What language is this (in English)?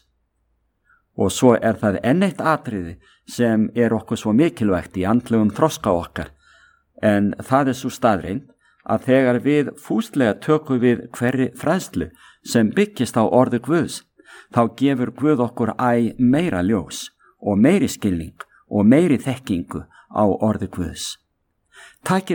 Icelandic